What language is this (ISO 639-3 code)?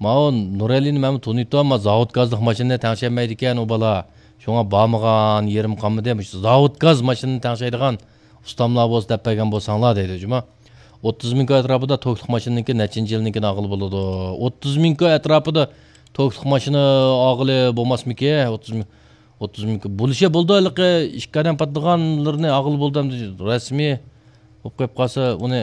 uig